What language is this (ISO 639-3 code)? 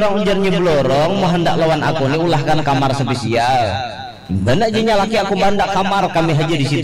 bjn